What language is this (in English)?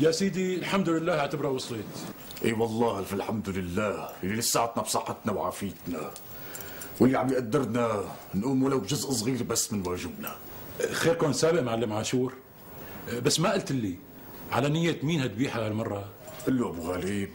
North Levantine Arabic